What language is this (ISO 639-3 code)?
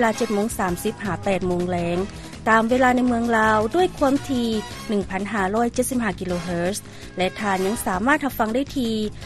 lao